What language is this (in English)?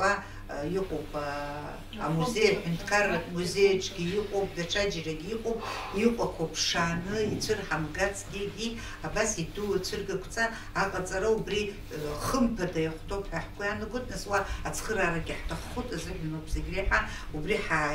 Abkhazian